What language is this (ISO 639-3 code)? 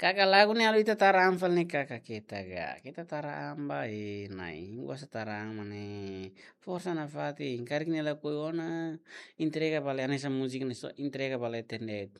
tet